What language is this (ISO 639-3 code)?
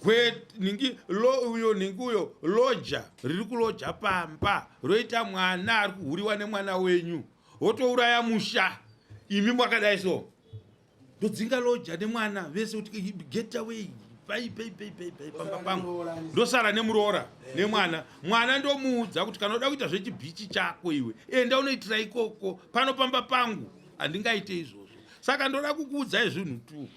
sna